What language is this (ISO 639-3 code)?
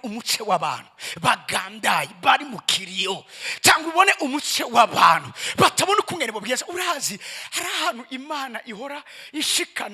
run